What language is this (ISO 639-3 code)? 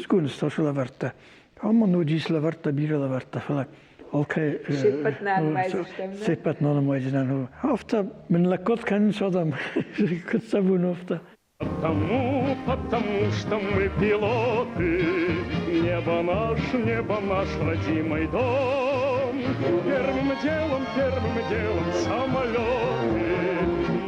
oss